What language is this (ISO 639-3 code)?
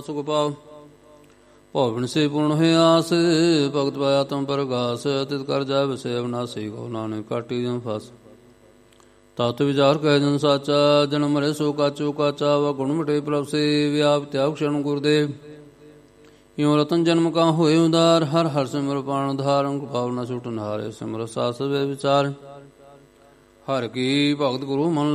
pan